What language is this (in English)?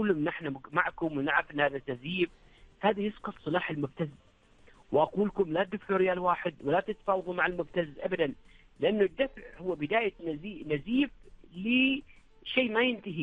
Arabic